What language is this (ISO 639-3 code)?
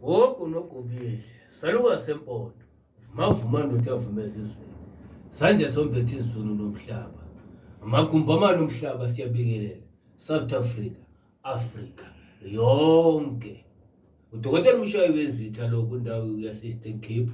zul